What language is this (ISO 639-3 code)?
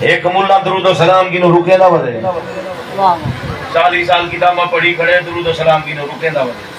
skr